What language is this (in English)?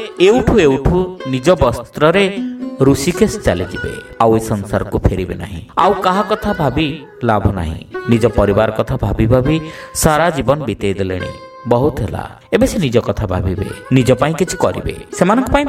Odia